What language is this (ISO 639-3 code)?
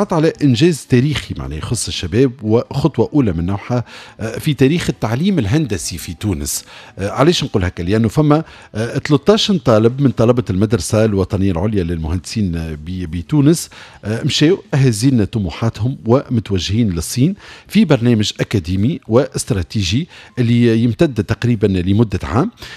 aeb